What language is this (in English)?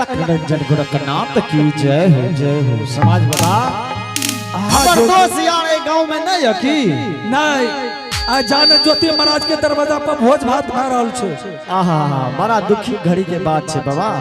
Angika